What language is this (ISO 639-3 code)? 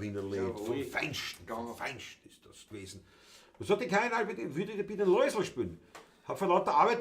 bar